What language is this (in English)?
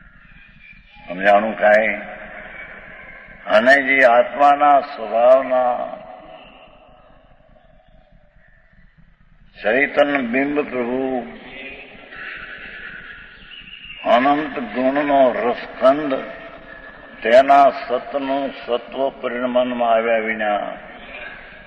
Gujarati